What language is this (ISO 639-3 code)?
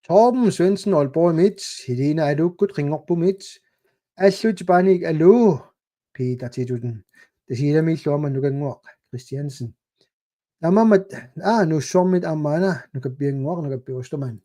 kal